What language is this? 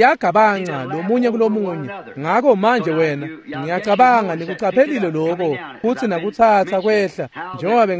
Swati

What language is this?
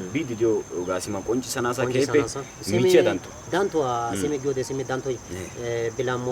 Wolaytta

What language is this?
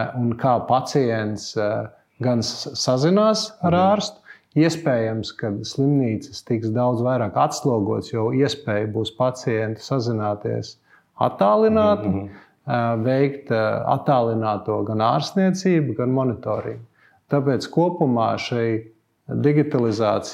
Latvian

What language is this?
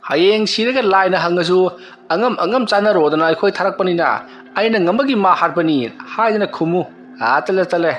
Manipuri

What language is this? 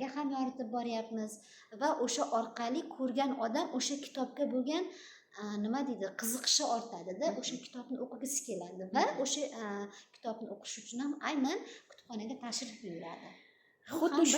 Uzbek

